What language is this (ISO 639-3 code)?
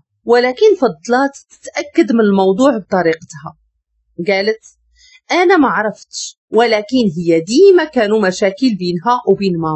ary